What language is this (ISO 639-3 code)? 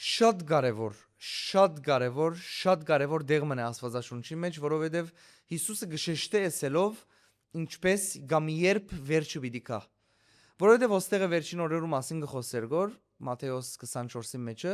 hyw